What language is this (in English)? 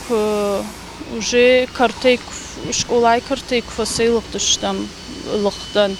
Ossetic